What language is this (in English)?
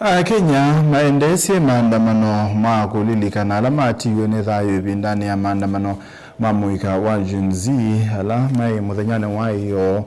Kamba